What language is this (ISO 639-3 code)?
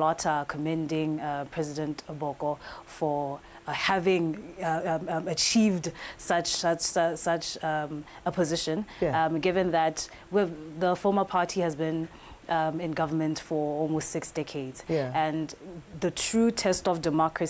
tsn